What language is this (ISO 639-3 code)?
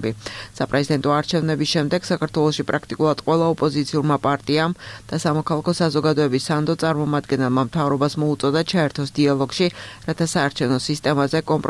kat